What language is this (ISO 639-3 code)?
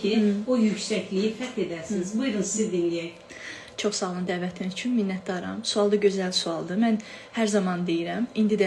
aze